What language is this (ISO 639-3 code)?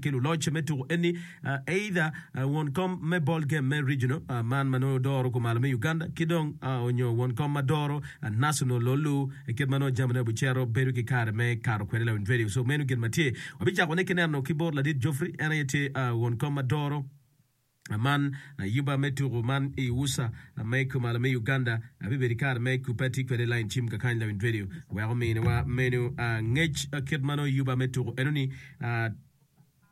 ach